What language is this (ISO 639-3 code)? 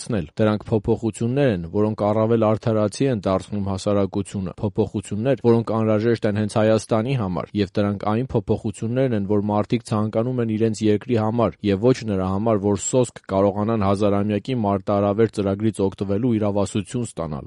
hye